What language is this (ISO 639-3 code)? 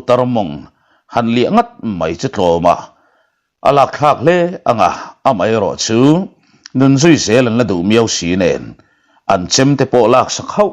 lus